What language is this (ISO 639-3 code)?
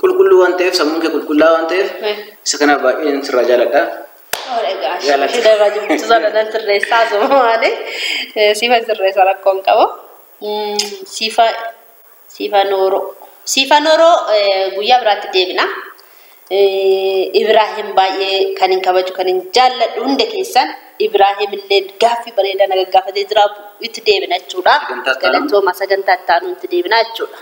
orm